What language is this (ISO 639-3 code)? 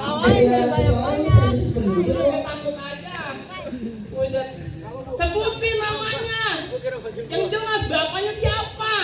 bew